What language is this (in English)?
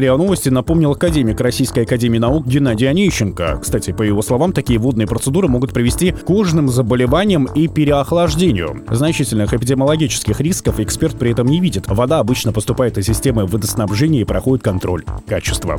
Russian